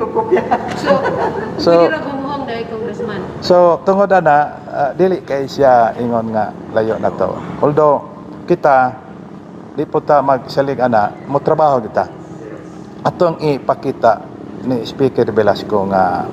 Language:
Cebuano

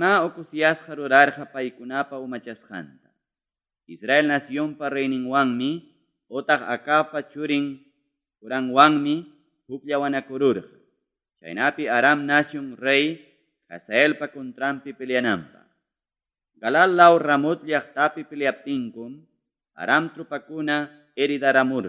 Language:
Ayacucho Quechua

